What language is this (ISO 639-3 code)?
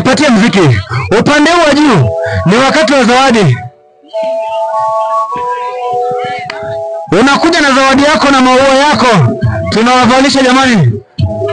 swa